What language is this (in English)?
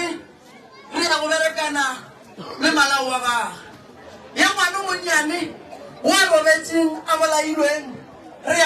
Northern Sotho